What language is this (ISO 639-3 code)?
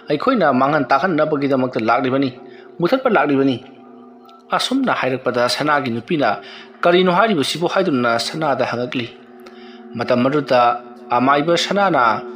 mni